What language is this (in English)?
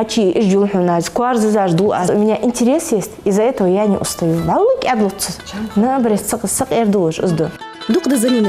Ingush